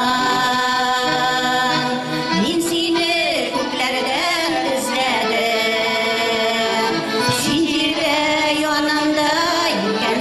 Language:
Bashkir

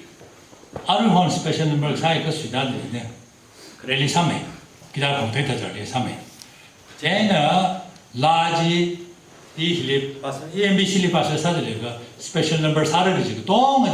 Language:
Tangkhul Naga (India)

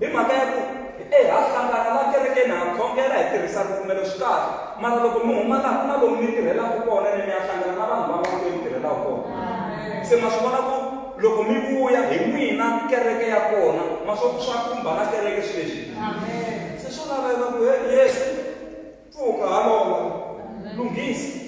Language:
Tsonga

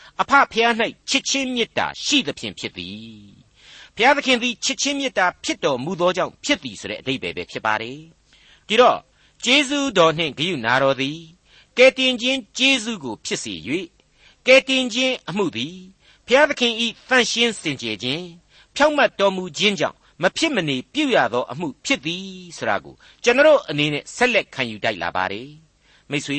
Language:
Burmese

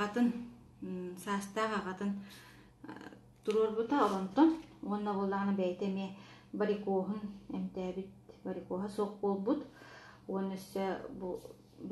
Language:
Yakut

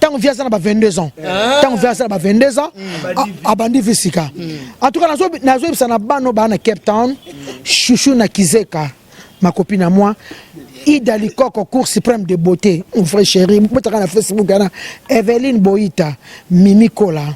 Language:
Lingala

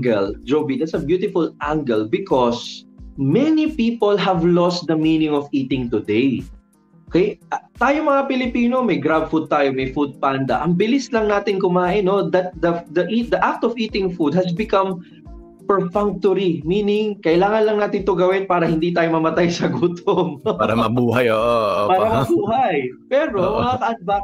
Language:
Filipino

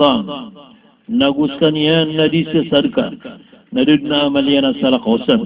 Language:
Maranao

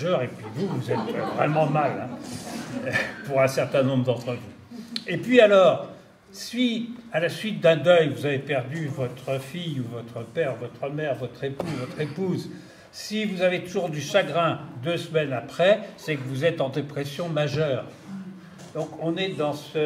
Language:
French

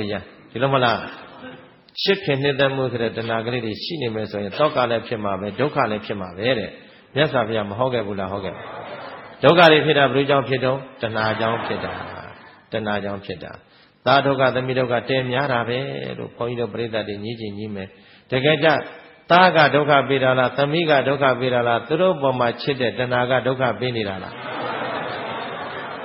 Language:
Burmese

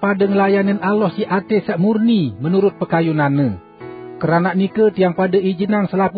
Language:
Sasak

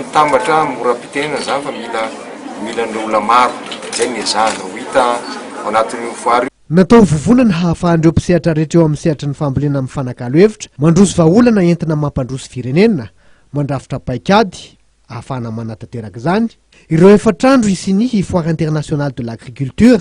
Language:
Malagasy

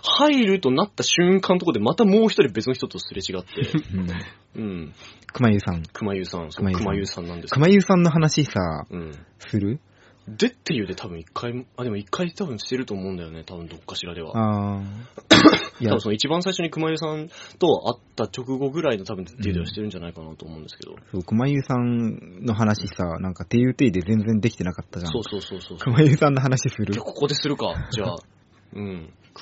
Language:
Japanese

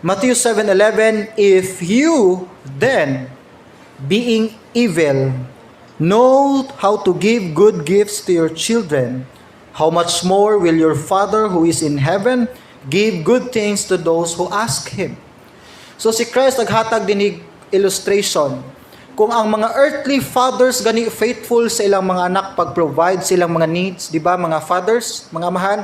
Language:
Cebuano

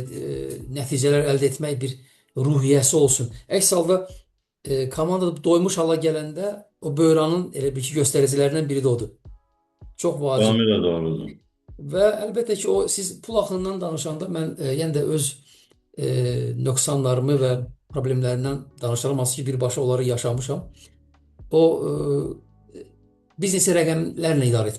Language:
Azerbaijani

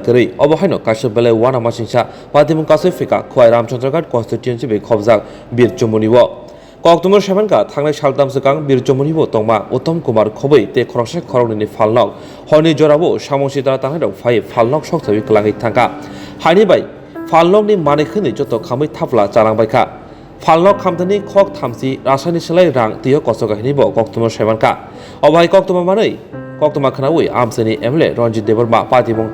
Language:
Kok Borok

